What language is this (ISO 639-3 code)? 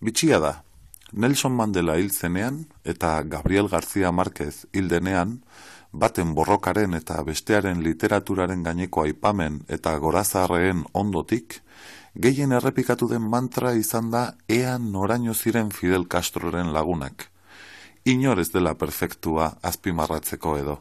eus